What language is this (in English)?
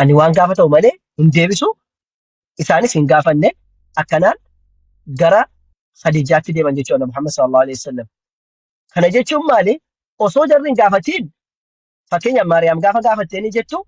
Oromo